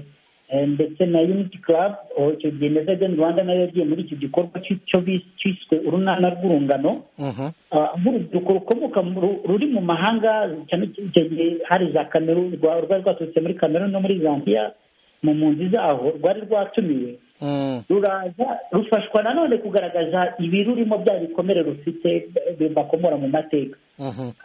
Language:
Kinyarwanda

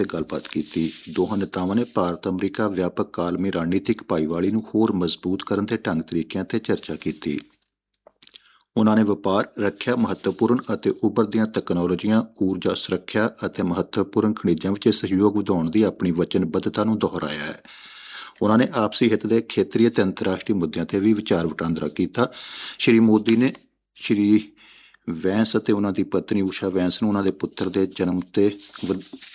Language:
Punjabi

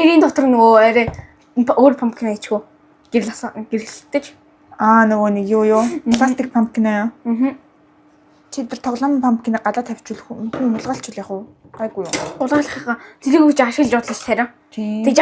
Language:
Mongolian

